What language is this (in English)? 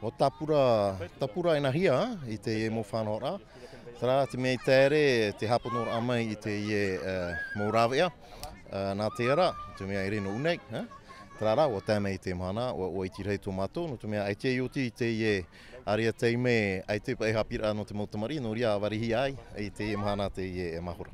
Tahitian